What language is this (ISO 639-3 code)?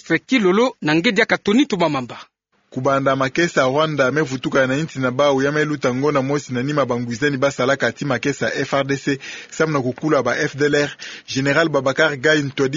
ktu